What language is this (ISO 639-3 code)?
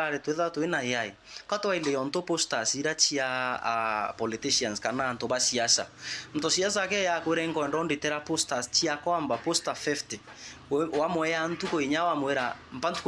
mer